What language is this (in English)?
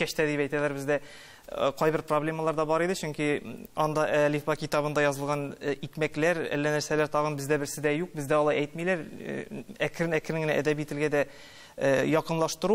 Tatar